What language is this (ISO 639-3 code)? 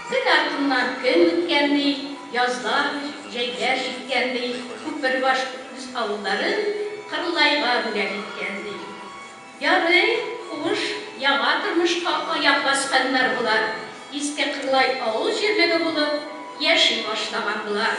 tat